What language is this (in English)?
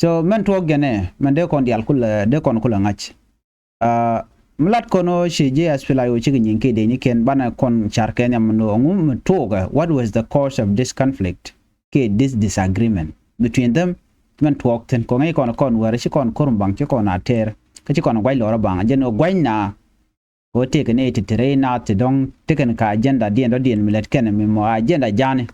Nuer